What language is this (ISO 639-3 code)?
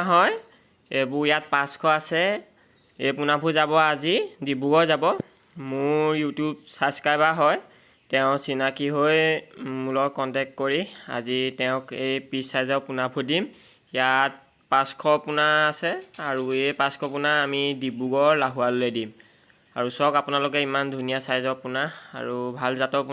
asm